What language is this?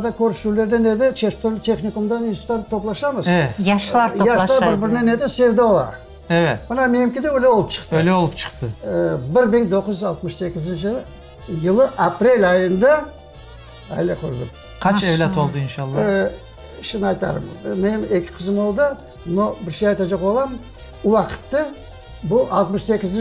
Crimean Tatar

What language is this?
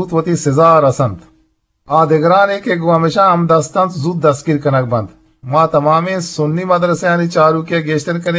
Eastern Balochi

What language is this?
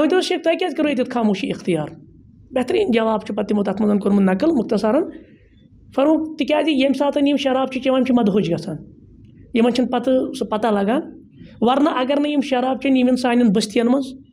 Kashmiri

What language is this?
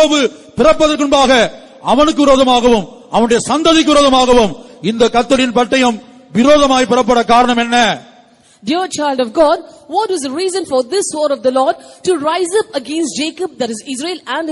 Tamil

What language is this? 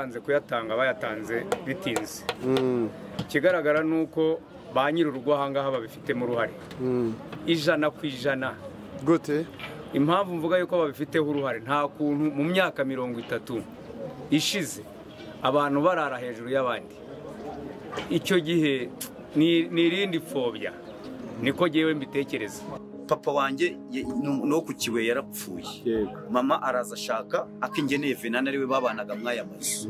Kinyarwanda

